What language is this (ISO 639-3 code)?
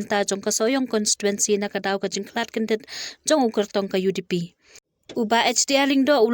kha